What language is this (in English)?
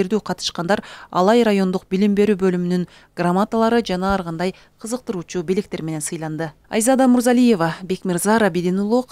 Kyrgyz